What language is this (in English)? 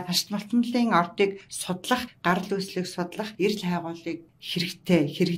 Mongolian